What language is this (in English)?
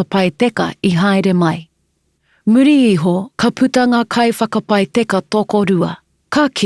Māori